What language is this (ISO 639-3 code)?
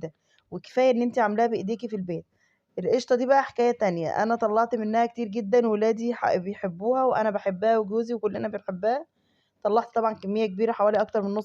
arz